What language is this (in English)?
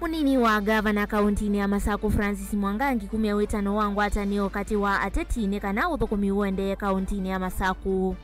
Kamba